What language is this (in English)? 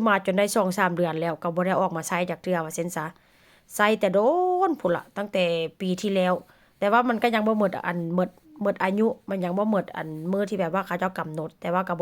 Northeastern Thai